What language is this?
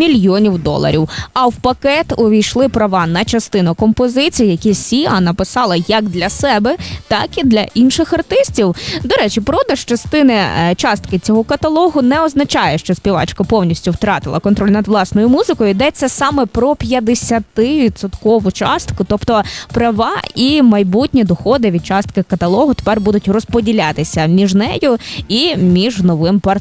Ukrainian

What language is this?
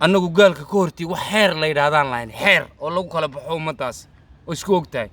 Somali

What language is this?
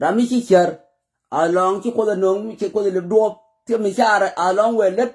Nuer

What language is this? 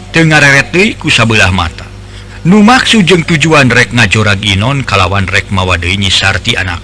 Sundanese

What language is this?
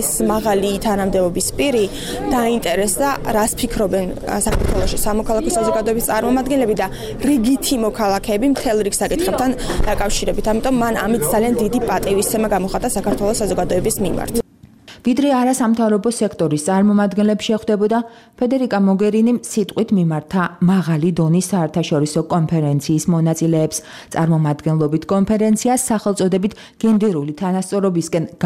Georgian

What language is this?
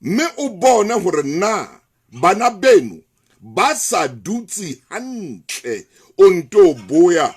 Southern Sotho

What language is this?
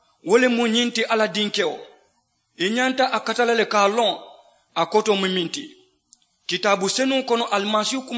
Mandingo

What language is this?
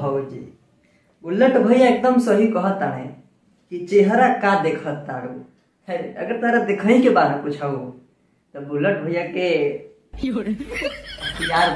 Bhojpuri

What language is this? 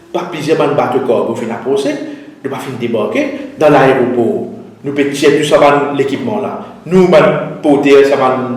Morisyen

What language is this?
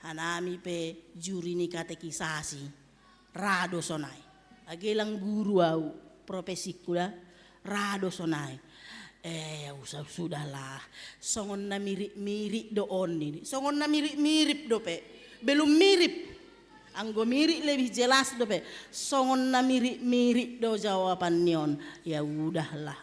Batak Simalungun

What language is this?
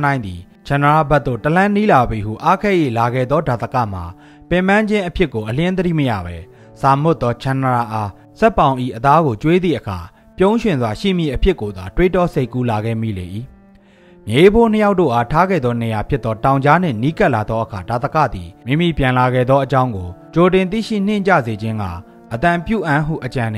Burmese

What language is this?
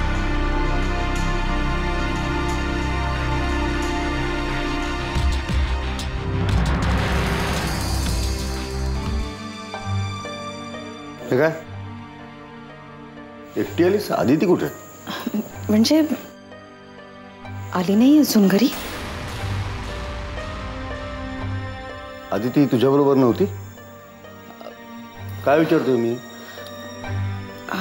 Marathi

